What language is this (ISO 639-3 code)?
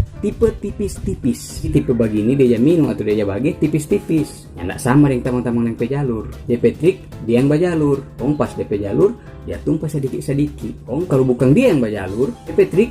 xmm